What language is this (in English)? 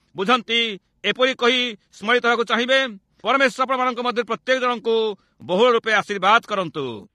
Odia